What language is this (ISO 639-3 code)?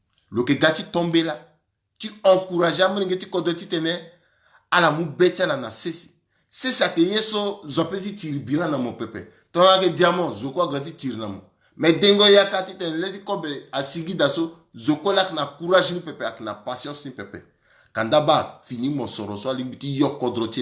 sag